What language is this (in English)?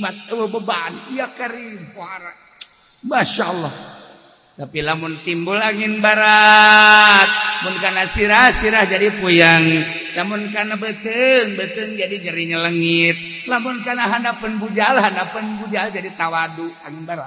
Sundanese